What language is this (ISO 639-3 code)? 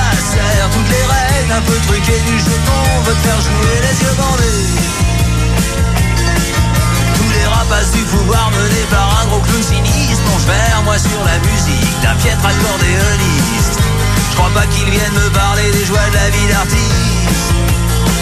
fra